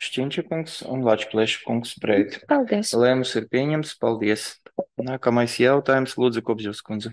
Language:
Latvian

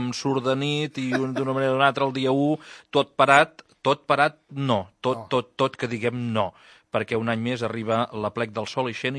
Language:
Catalan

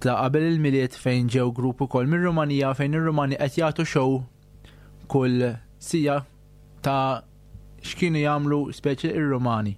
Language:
Maltese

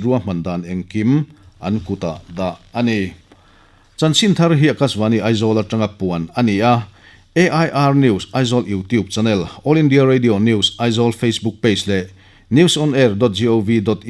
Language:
Mizo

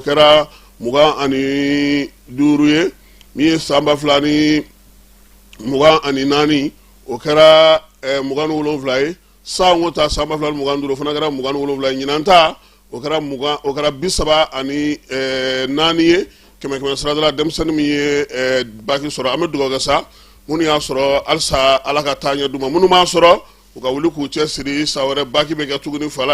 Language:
Bambara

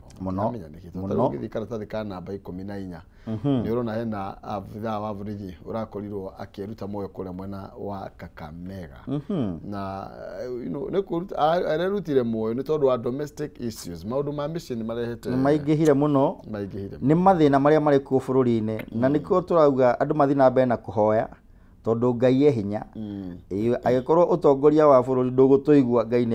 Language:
Kikuyu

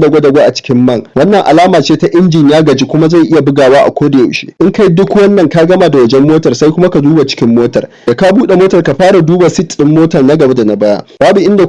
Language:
Hausa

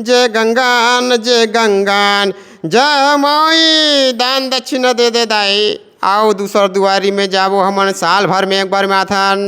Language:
Chhattisgarhi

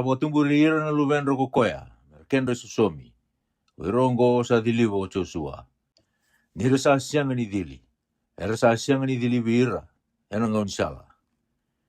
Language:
Fijian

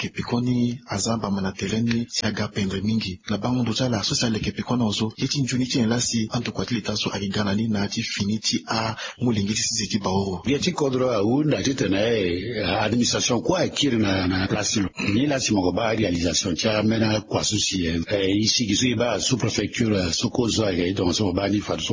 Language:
Sango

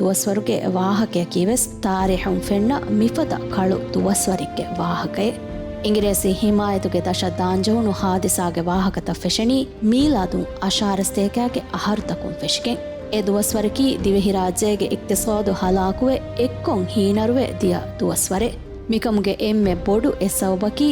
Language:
Divehi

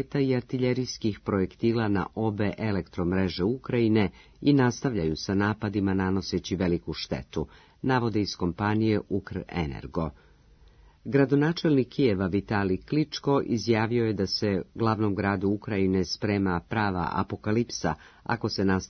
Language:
Serbian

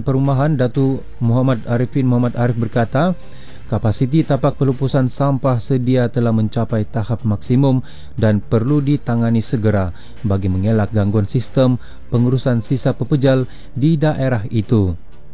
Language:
Malay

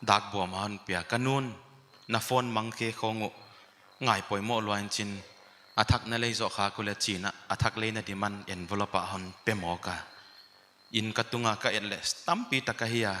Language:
Paite Chin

